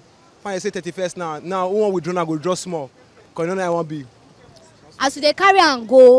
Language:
Nigerian Pidgin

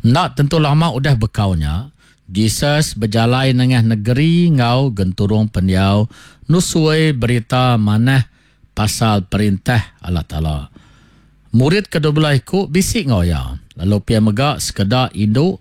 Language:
Iban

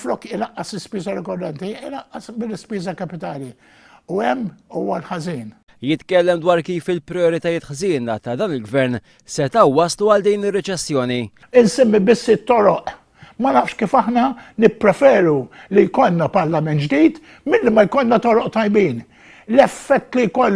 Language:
Maltese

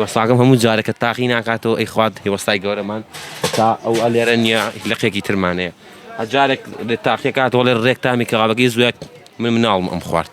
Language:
Central Kurdish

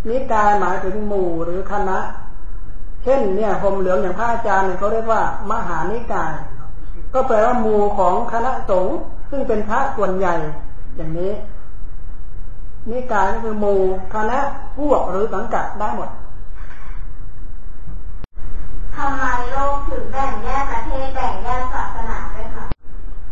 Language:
Thai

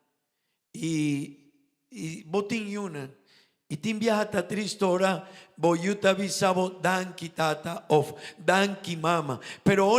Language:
Papiamento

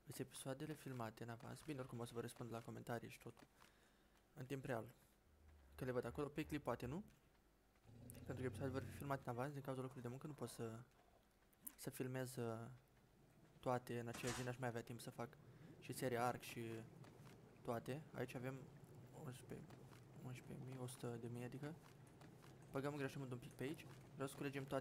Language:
Romanian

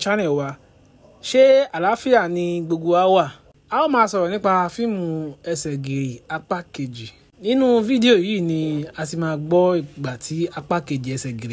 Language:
Yoruba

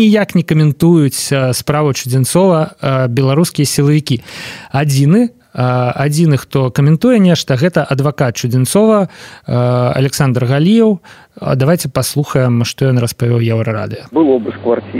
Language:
Belarusian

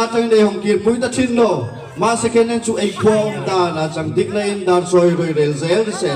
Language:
Darlong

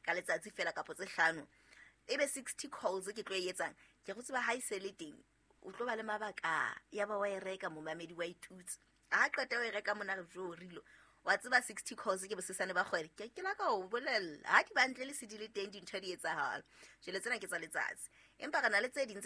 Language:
Southern Sotho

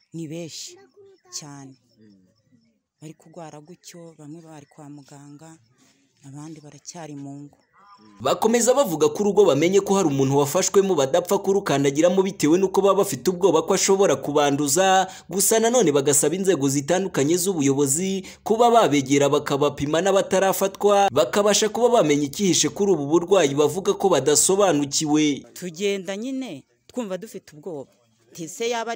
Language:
Kinyarwanda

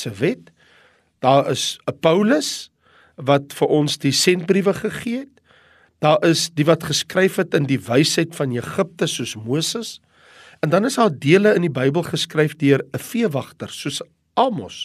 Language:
Afrikaans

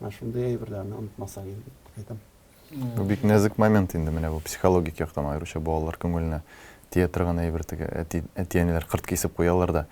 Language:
Tatar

